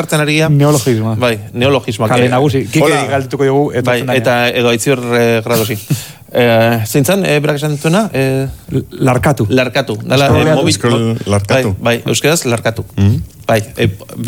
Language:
Basque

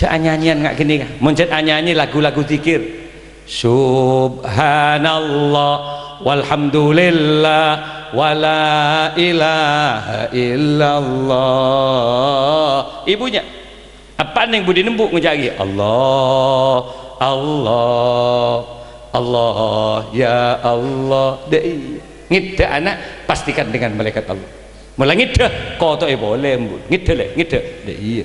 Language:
Madurese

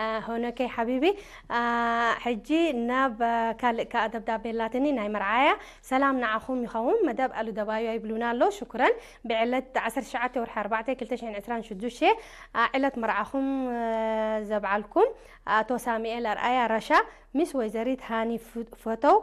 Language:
Tigrinya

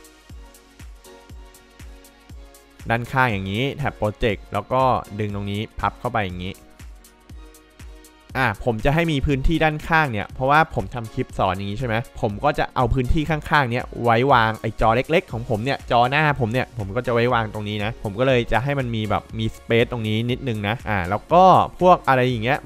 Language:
Thai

